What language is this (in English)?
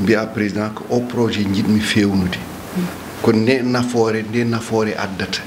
Fula